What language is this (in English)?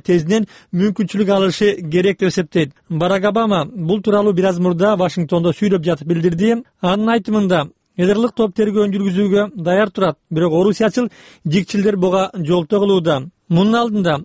Kyrgyz